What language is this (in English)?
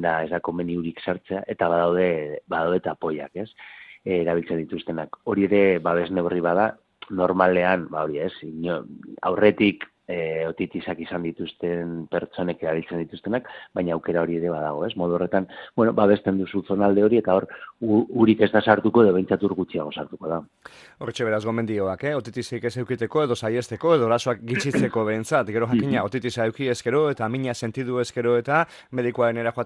Basque